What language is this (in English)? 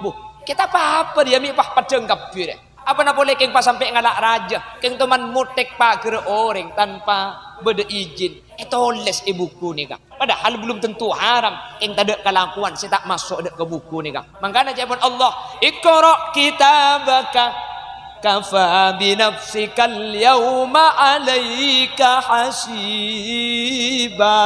Madurese